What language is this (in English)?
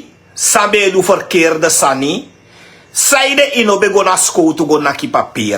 Sranan Tongo